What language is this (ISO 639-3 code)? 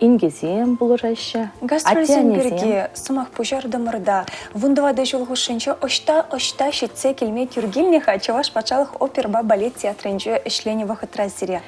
chv